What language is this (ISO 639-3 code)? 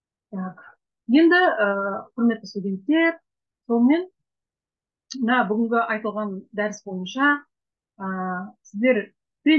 kaz